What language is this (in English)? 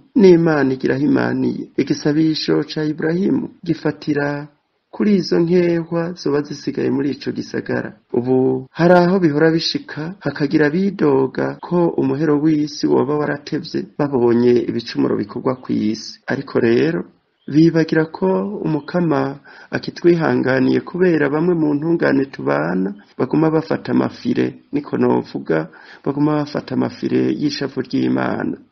Rundi